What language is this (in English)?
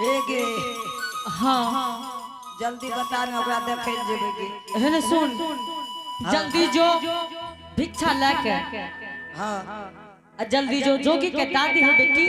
Angika